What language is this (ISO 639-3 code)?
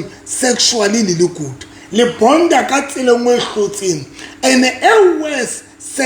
sot